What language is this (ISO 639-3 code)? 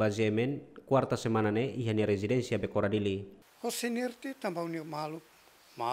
tet